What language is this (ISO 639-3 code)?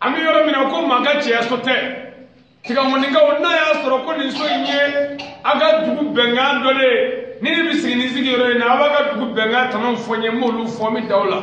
bam